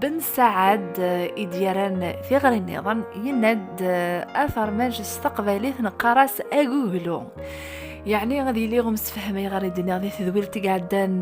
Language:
Kabyle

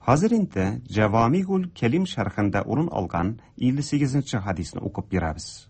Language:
Tatar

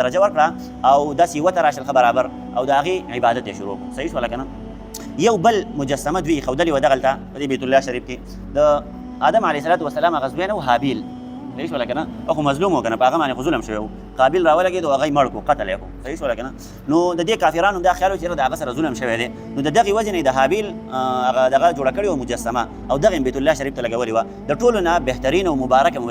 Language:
Pashto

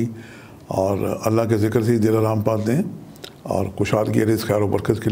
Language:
Urdu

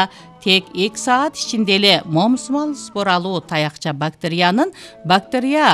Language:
Kyrgyz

